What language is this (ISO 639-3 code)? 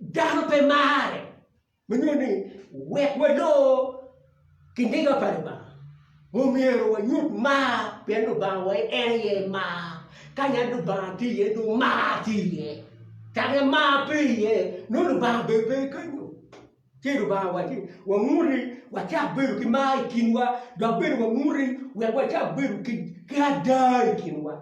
ach